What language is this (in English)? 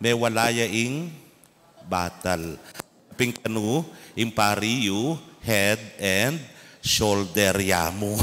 Pampanga